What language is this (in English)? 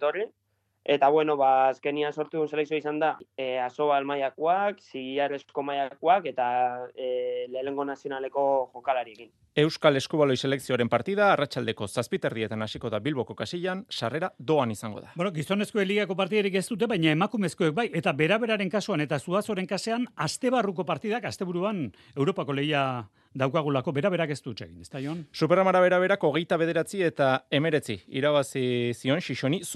Basque